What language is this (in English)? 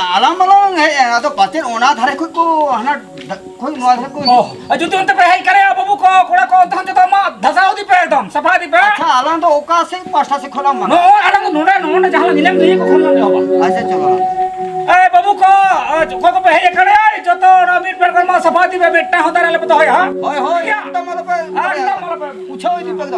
Santali